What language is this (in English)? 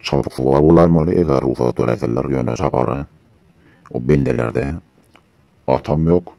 Turkmen